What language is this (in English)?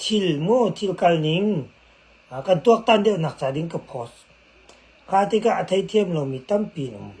Hakha Chin